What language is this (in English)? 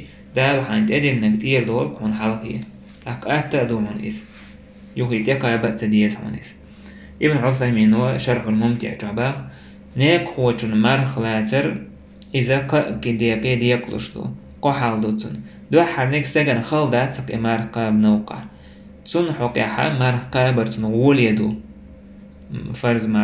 Chechen